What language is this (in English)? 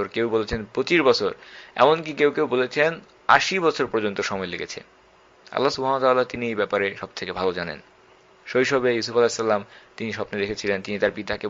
Bangla